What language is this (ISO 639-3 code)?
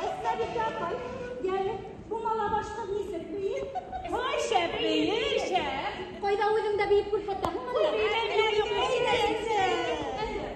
bak